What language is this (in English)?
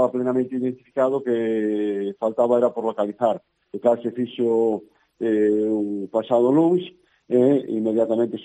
Galician